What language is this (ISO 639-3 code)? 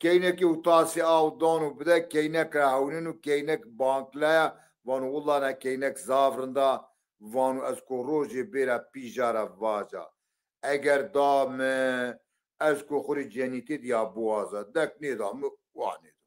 zza